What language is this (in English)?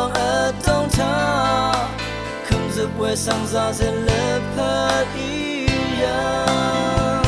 Rawang